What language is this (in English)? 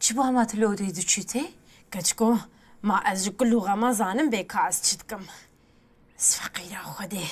Kurdish